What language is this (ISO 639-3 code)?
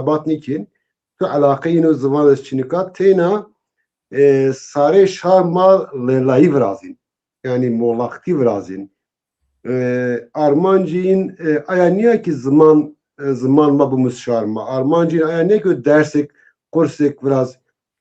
zza